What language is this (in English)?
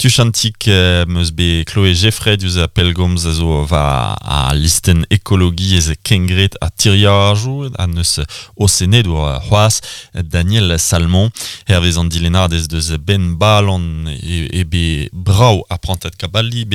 Breton